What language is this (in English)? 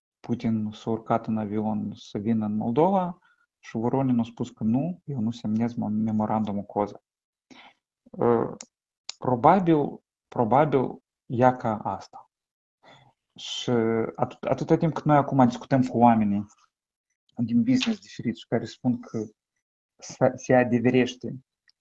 Romanian